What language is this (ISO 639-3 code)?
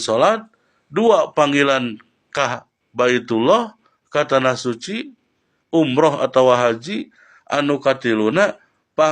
sun